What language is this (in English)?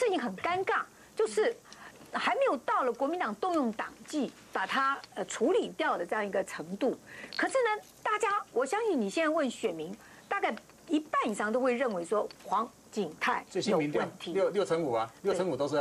Chinese